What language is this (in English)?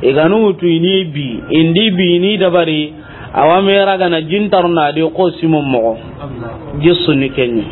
Soninke